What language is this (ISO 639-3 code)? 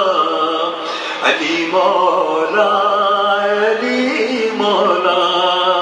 urd